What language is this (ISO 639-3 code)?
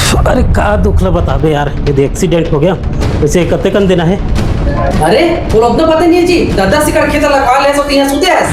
hne